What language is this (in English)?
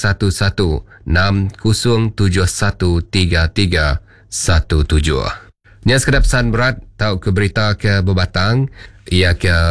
Iban